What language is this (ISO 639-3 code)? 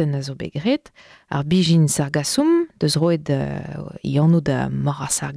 bre